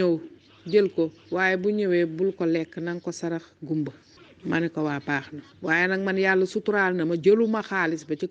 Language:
Wolof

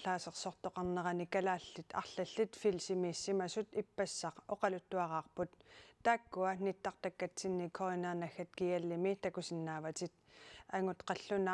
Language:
Kalaallisut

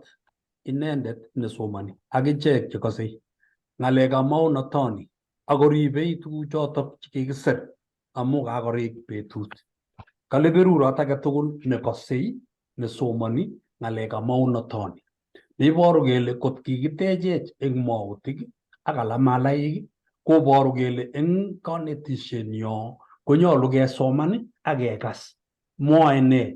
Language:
Kalenjin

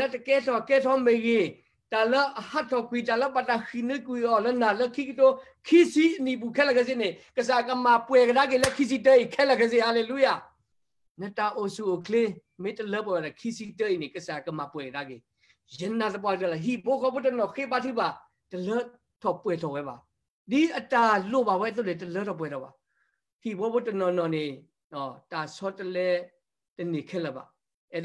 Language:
S'gaw Karen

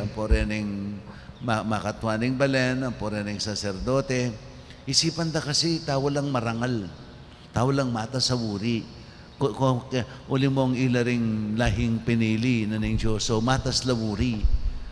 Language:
Pampanga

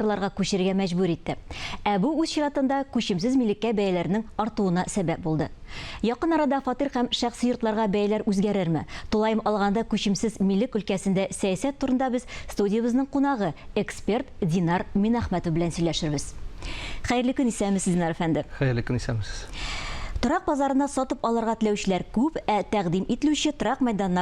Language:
Tatar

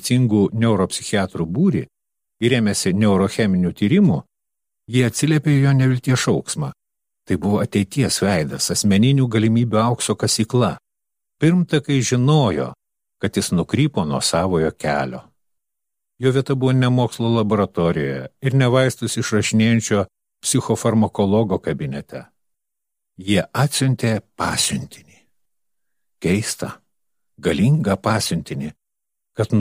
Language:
Lithuanian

